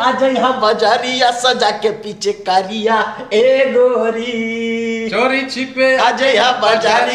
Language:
Magahi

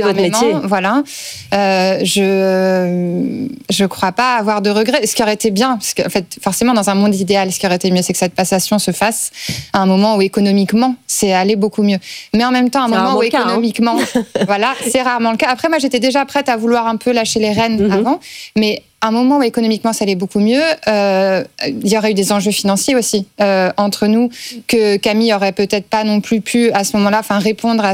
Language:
French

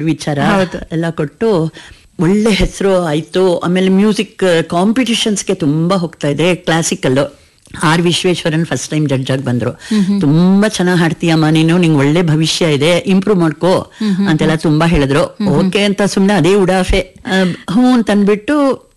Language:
Kannada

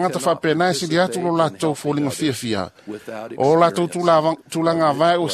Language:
Samoan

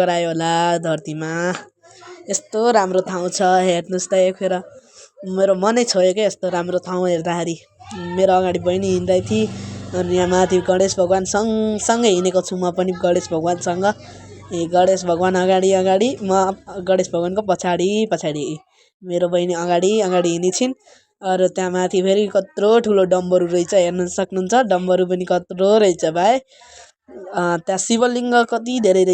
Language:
Nepali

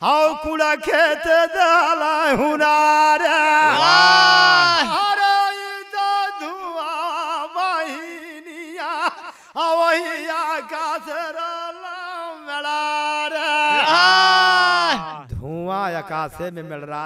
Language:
Bhojpuri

